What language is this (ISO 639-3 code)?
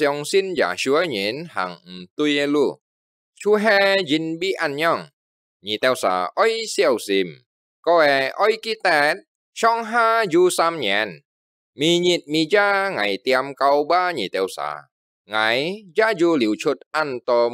hak